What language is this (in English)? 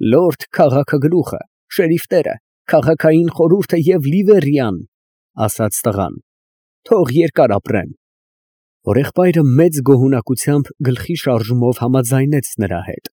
Armenian